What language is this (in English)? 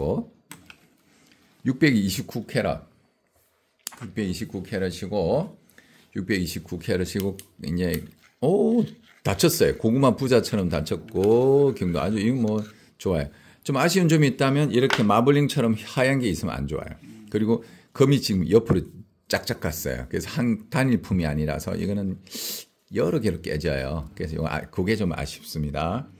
Korean